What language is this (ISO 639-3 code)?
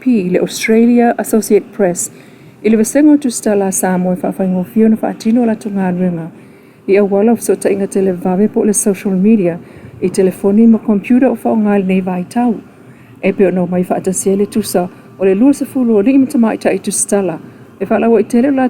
smo